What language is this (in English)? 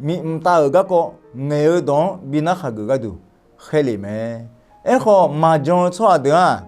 Akha